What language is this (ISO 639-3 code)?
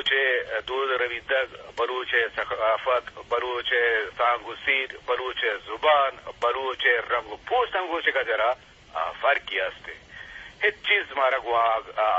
bgp